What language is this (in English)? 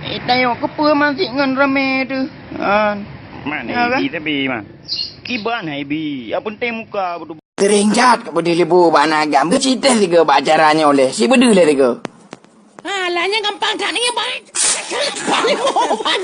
Achinese